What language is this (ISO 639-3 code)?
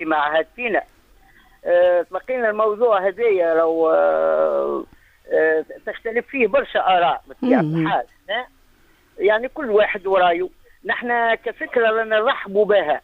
aeb